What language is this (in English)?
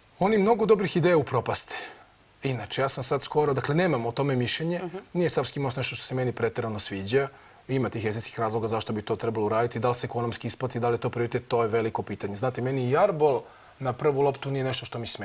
Serbian